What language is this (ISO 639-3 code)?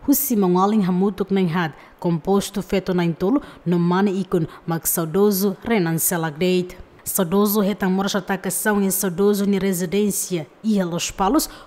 tet